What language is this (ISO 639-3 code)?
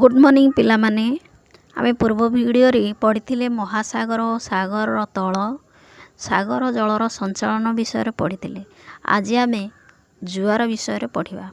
ori